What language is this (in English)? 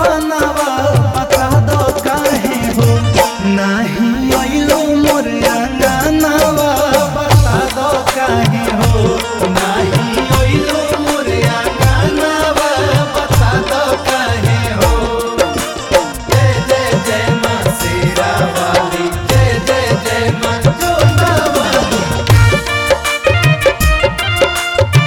Bhojpuri